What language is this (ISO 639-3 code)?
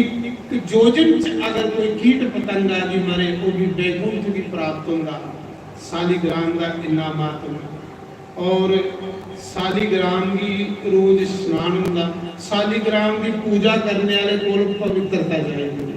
doi